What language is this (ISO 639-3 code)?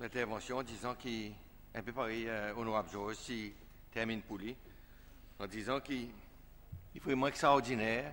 crs